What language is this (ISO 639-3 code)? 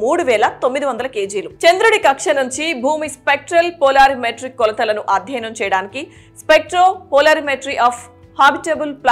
tel